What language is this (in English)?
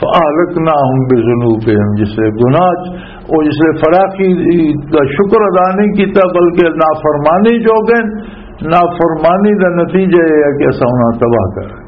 Western Panjabi